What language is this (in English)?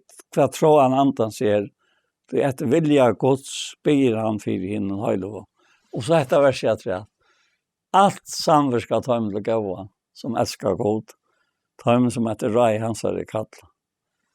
Faroese